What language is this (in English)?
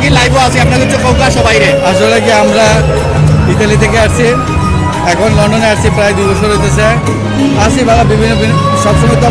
Sylheti